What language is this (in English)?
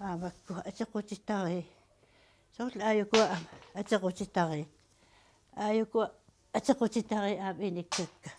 Kalaallisut